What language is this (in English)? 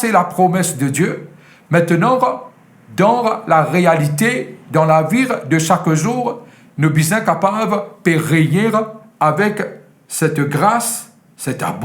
Morisyen